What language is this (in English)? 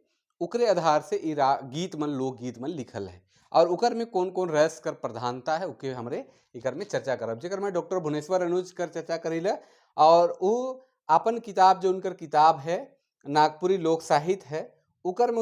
Sadri